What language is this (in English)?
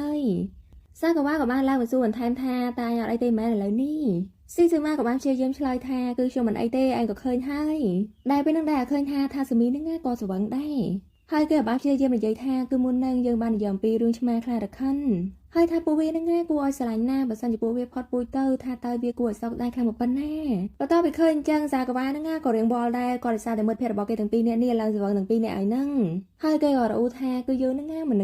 Khmer